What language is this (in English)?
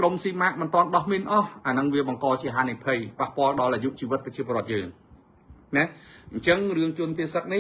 Khmer